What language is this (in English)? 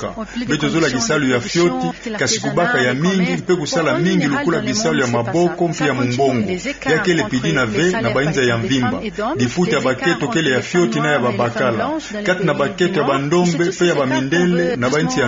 Kituba (Democratic Republic of Congo)